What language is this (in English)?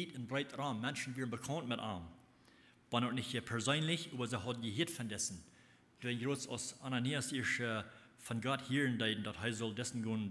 Plautdietsch